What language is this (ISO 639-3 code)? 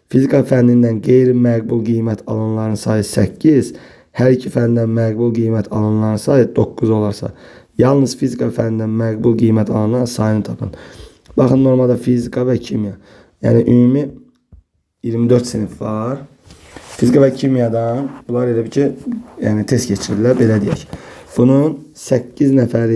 aze